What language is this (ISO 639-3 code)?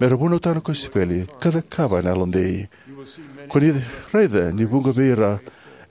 fij